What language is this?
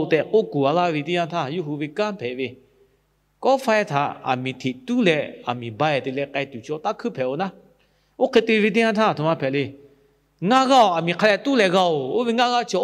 Lahu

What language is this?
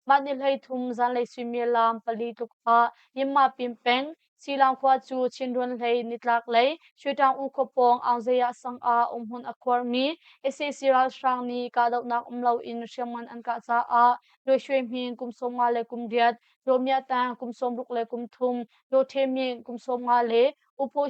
Hakha Chin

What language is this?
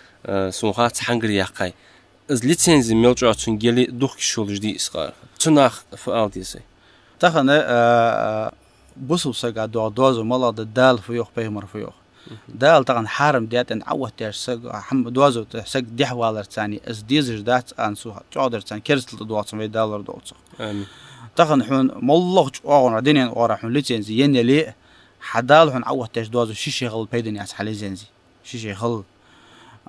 Ingush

